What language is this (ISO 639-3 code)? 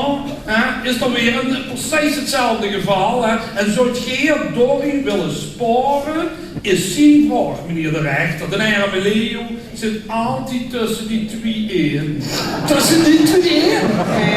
lim